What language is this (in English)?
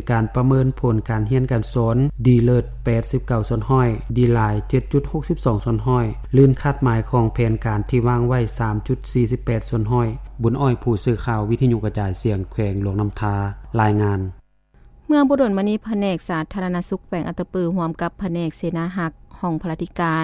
Lao